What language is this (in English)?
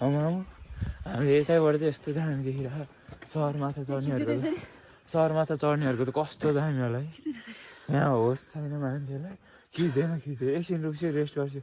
Nepali